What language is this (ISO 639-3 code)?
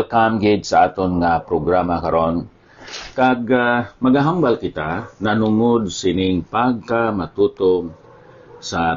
hil